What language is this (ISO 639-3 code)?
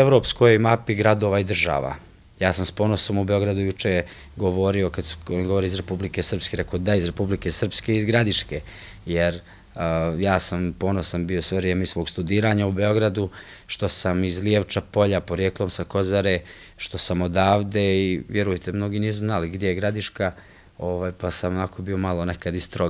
srp